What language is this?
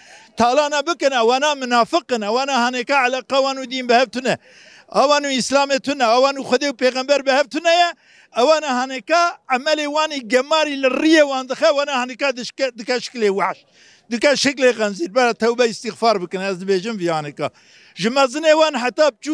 Kurdish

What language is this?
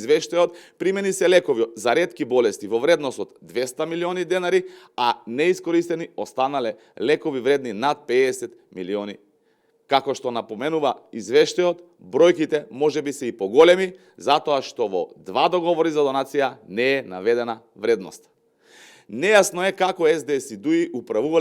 Macedonian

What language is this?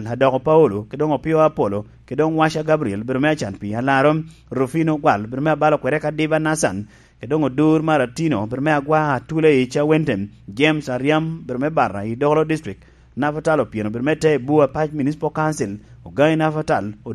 Lango (Uganda)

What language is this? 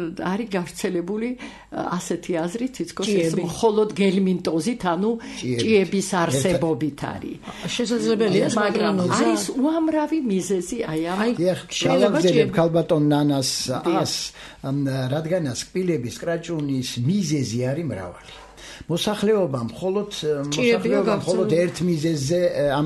Georgian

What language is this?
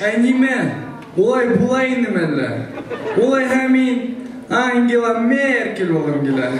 Bashkir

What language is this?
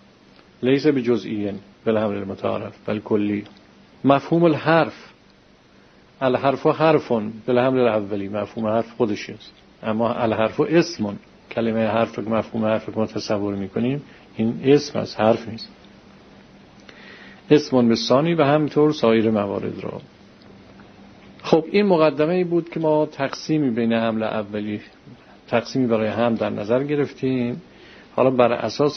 Persian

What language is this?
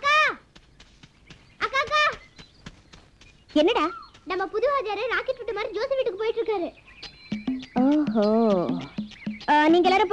Tamil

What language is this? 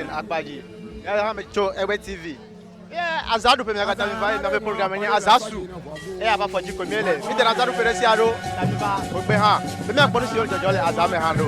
Ewe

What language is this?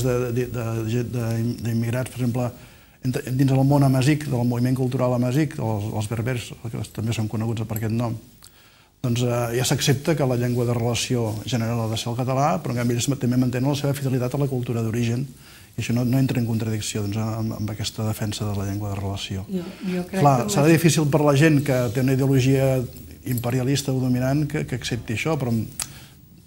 Catalan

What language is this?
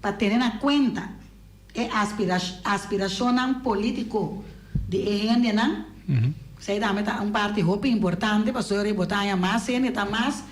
Papiamento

